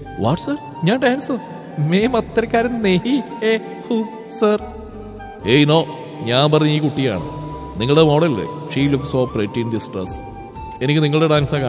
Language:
Malayalam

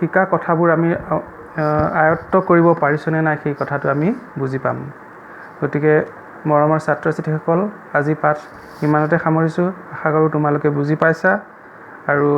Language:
Assamese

